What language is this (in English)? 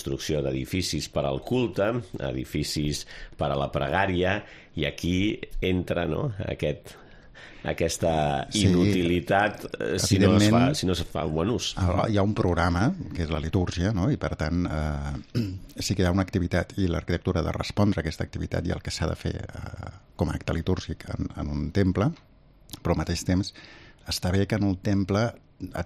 Catalan